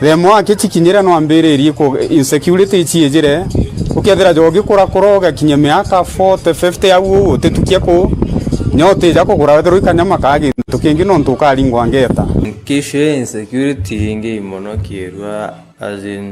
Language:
Meru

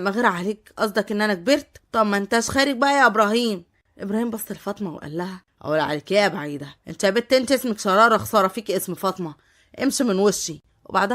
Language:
Egyptian Arabic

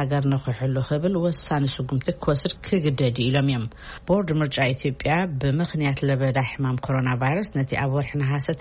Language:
Tigrinya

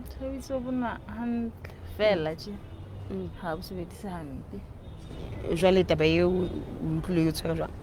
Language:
Southern Sotho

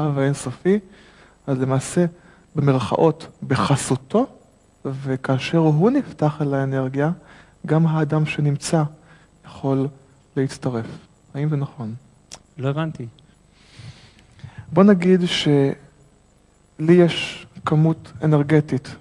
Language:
Hebrew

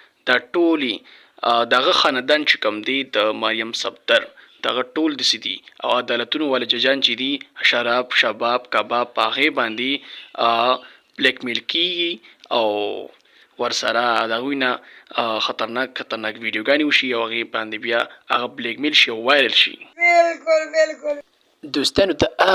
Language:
Pashto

